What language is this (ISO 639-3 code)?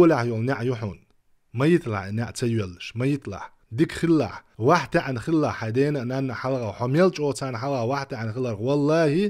che